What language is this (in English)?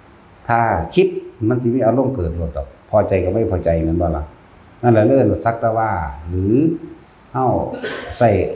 Northeastern Thai